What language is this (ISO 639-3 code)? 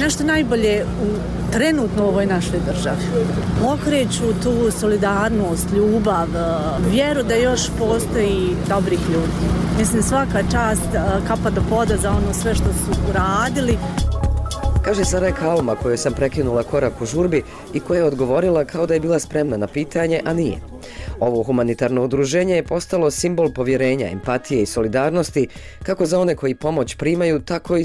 bos